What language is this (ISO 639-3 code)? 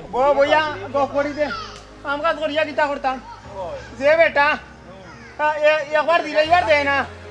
syl